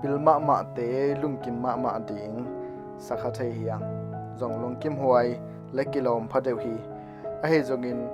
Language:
Tedim Chin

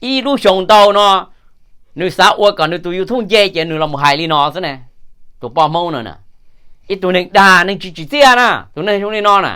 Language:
Hmong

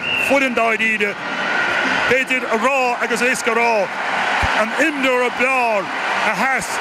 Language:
Irish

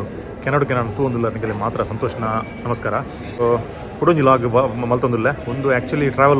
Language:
Tulu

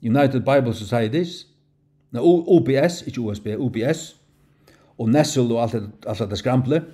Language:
Faroese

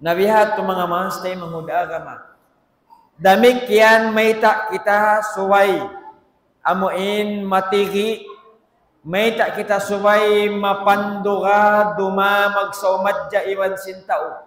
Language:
Tausug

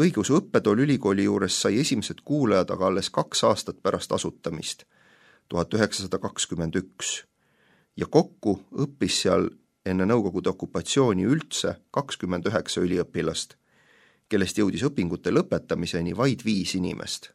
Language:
Estonian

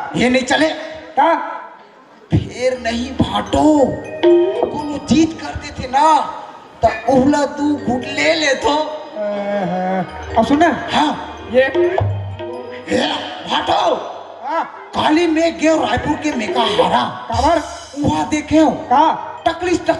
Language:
Chhattisgarhi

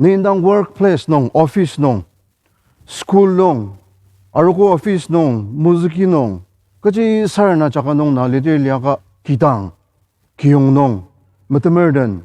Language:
Ao Naga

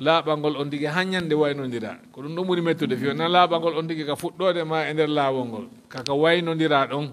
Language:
Fula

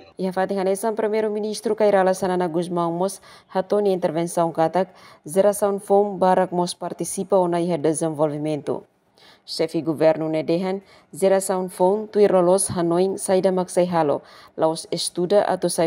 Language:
Tetum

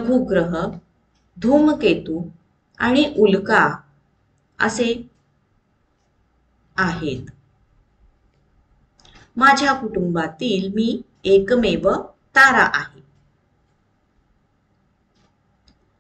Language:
Marathi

